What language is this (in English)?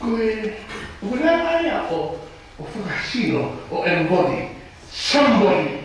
Tongan